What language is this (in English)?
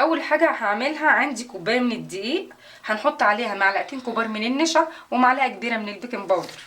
Egyptian Arabic